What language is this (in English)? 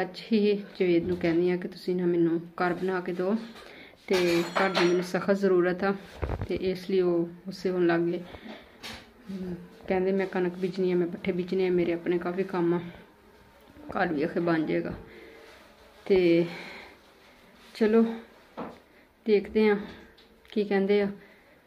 Punjabi